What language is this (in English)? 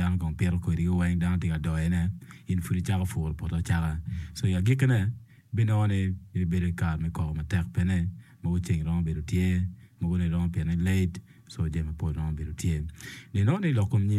Acoli